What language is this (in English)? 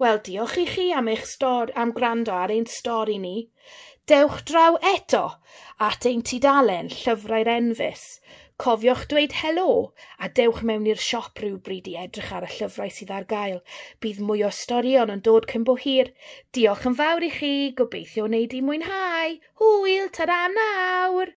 Welsh